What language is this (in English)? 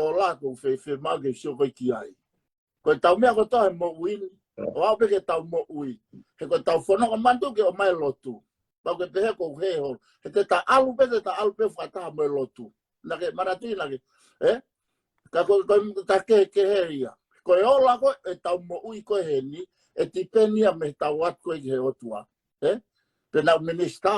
Tongan